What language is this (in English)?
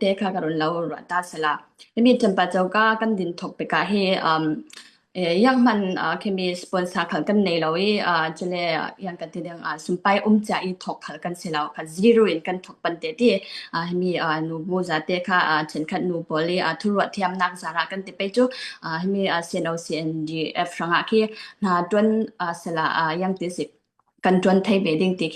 Falam Chin